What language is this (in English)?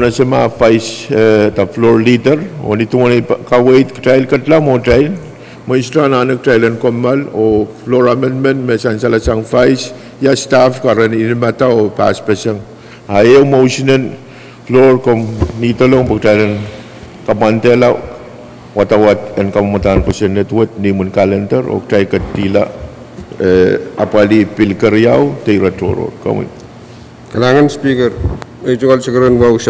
Pohnpeian